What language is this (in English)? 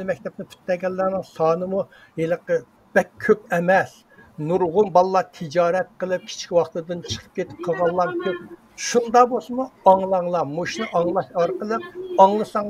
Uyghur